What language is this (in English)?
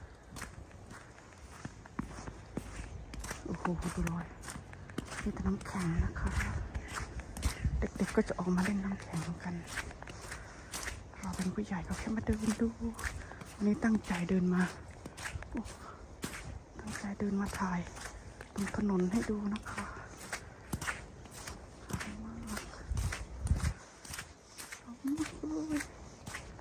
Thai